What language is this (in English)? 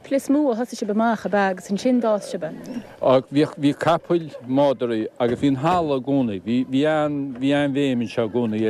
Irish